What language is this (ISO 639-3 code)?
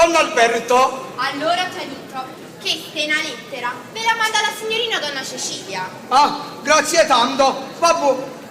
nap